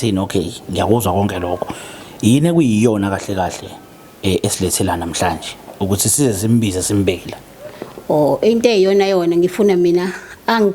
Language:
Zulu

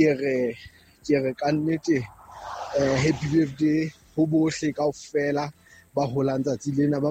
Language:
Southern Sotho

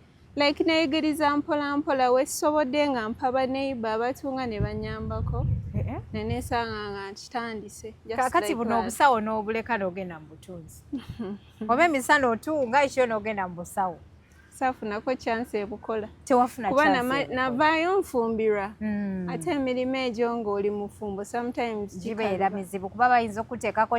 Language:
Ganda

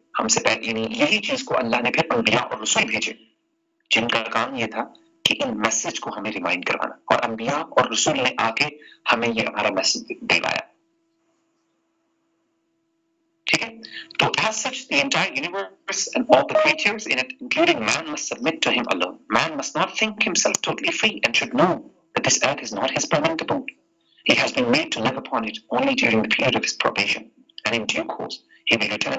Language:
Urdu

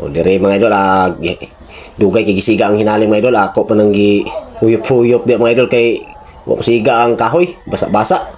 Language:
Cebuano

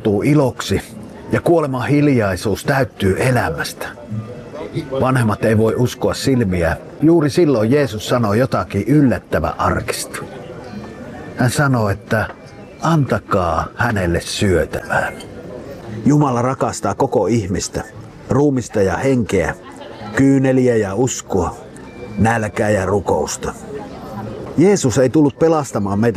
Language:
Finnish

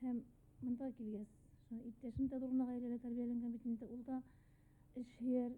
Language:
Bashkir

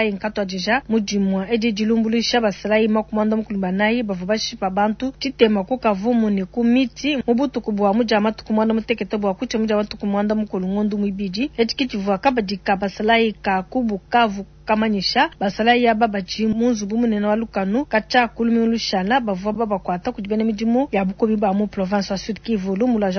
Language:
Luba-Lulua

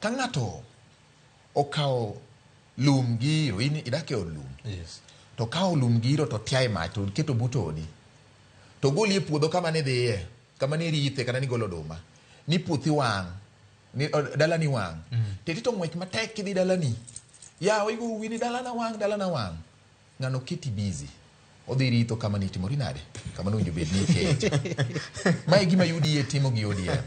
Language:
Luo (Kenya and Tanzania)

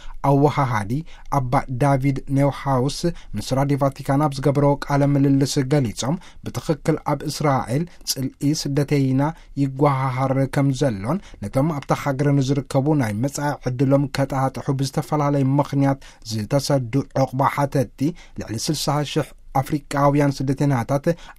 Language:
Tigrinya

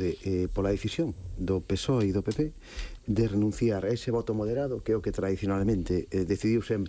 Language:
Galician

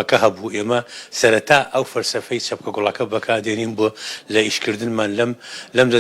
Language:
Central Kurdish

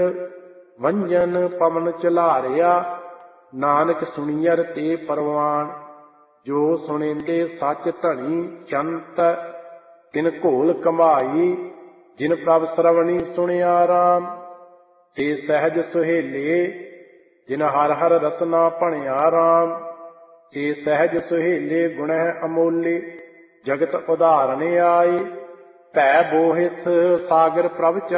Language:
Punjabi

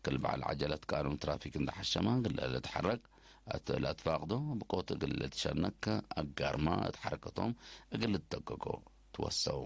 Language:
Tigre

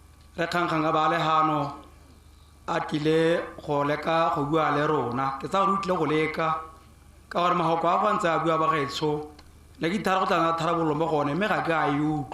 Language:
Tswana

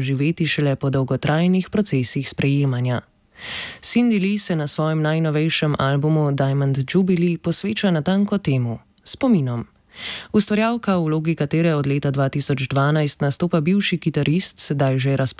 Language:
Slovenian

